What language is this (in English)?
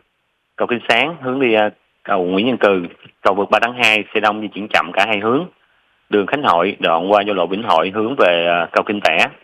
Vietnamese